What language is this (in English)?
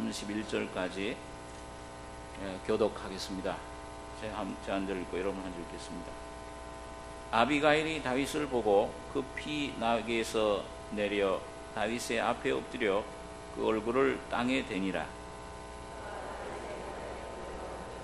Korean